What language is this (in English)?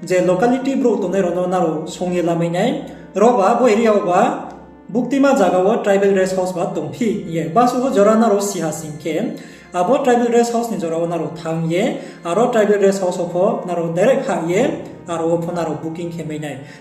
Riang (India)